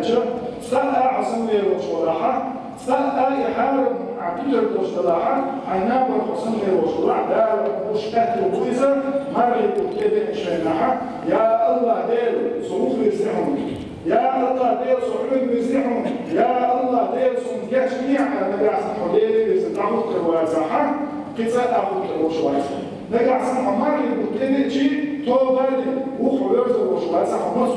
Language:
Chechen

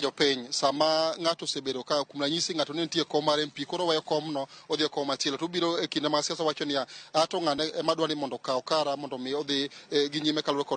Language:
Luo (Kenya and Tanzania)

